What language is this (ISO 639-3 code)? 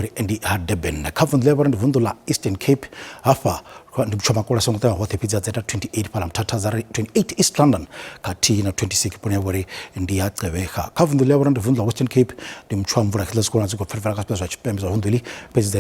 ven